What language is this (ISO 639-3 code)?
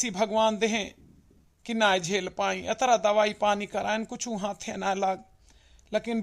awa